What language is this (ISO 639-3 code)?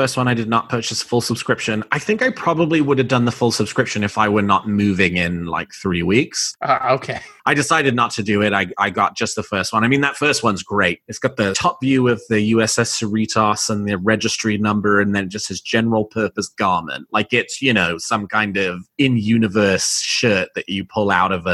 eng